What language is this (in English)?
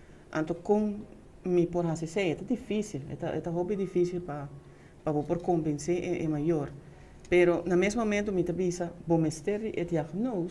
Papiamento